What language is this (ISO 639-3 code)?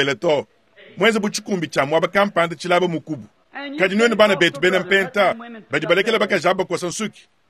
lua